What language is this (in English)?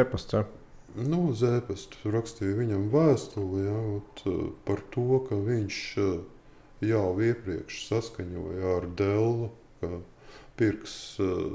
Latvian